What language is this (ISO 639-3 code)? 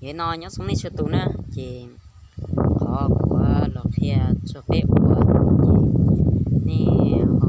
hmn